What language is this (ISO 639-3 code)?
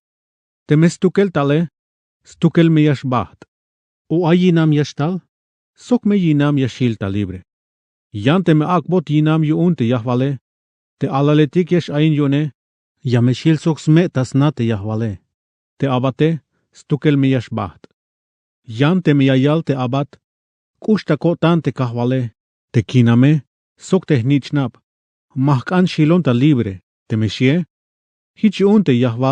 tzh